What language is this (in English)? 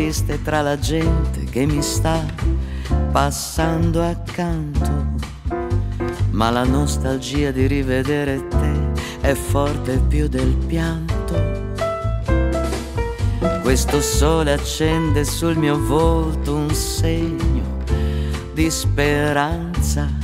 Italian